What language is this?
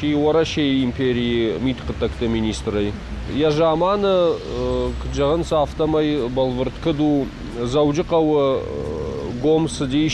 Ossetic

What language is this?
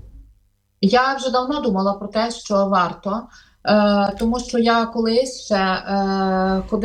Ukrainian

